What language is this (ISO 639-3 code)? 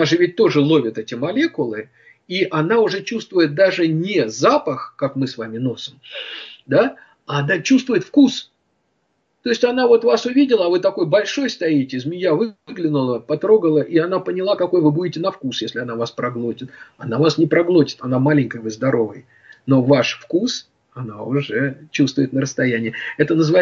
rus